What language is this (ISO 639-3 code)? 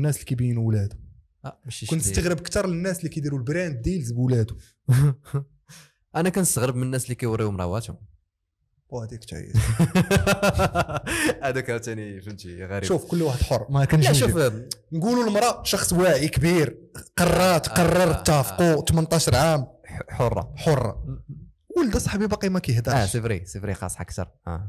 ary